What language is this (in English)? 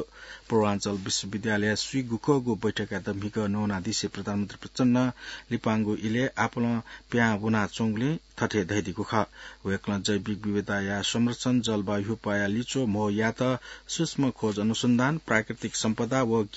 Newari